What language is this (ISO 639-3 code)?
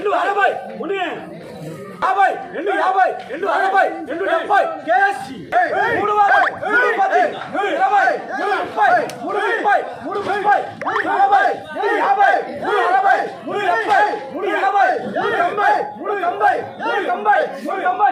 tel